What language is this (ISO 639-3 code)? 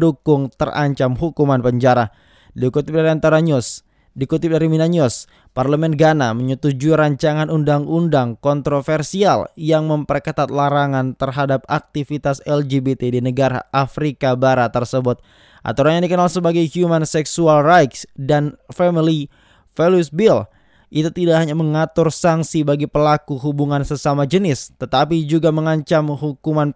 ind